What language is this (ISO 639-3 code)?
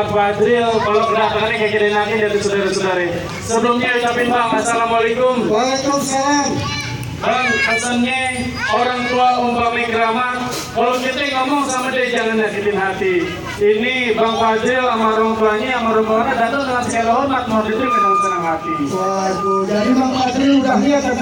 bew